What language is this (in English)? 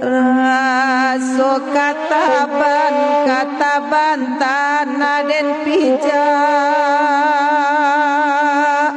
Minangkabau